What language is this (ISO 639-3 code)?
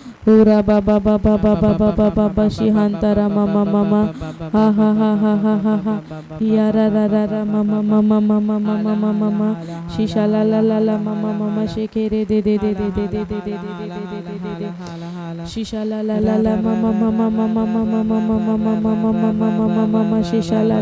kdh